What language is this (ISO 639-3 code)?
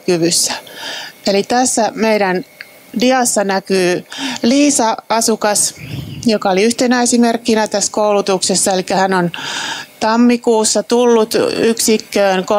fin